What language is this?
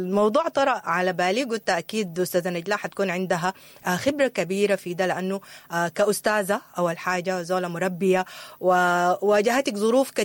Sudanese Arabic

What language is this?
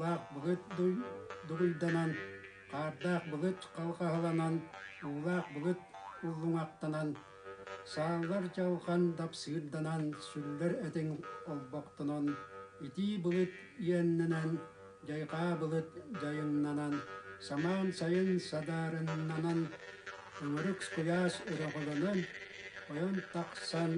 Yakut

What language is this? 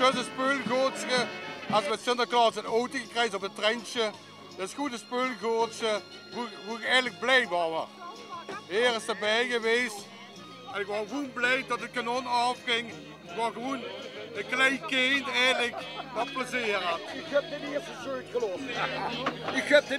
Limburgish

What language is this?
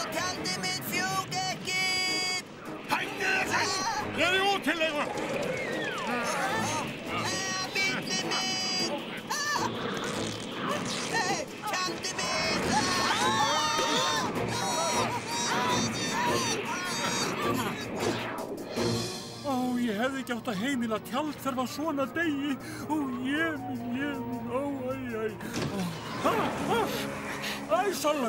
Icelandic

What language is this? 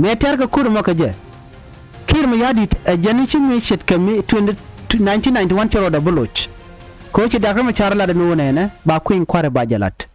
Nuer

